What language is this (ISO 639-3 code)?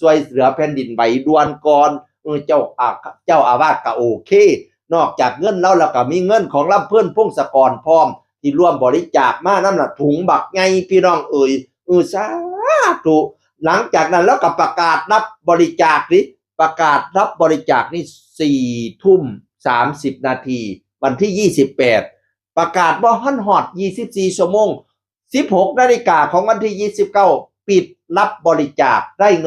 tts